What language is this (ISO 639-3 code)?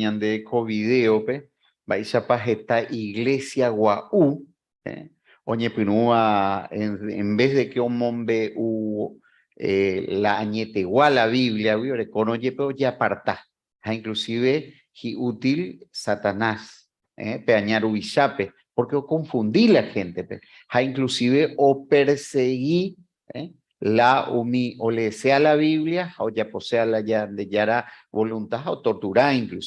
grn